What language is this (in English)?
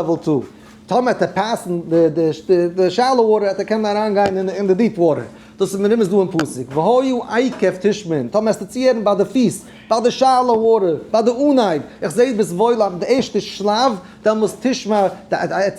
Yiddish